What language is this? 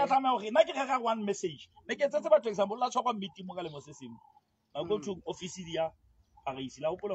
Southern Sotho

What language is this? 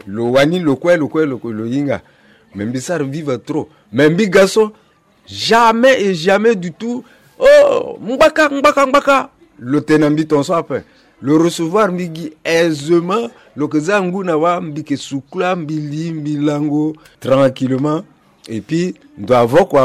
Sango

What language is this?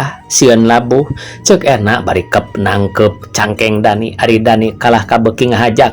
Sundanese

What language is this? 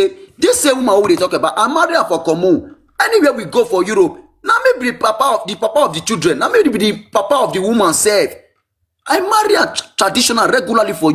Nigerian Pidgin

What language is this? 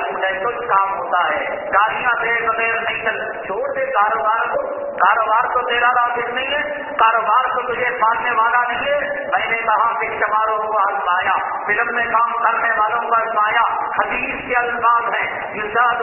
Urdu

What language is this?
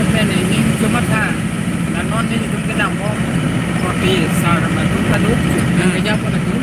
Karbi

